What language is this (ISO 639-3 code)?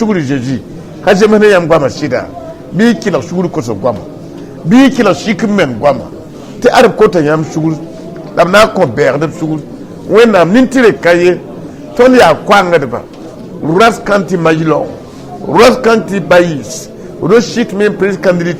mos